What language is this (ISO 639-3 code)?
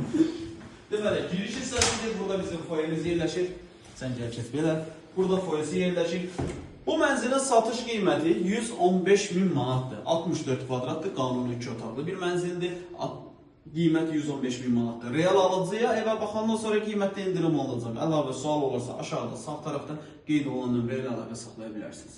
aze